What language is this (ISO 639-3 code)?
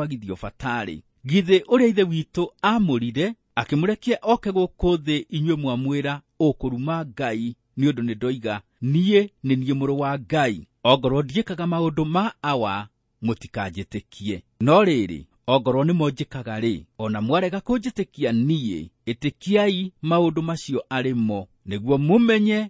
kik